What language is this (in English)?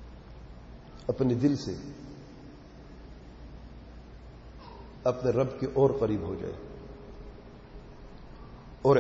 Urdu